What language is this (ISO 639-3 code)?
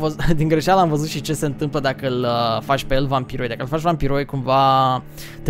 ron